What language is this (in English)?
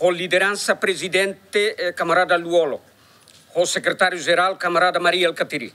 Tetum